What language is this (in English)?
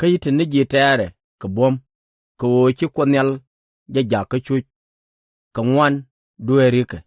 Nuer